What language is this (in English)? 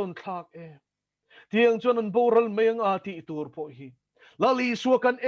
Mizo